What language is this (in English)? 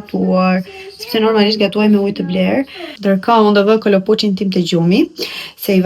Albanian